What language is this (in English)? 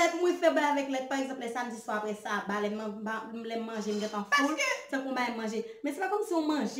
Haitian Creole